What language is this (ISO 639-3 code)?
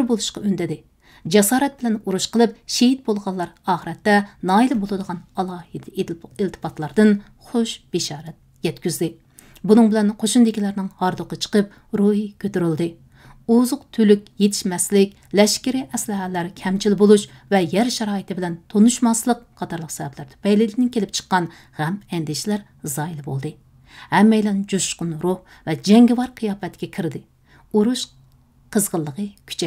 uig